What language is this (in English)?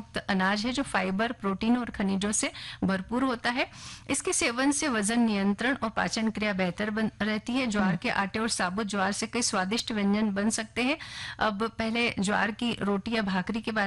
Hindi